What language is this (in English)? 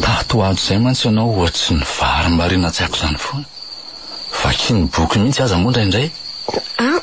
Malagasy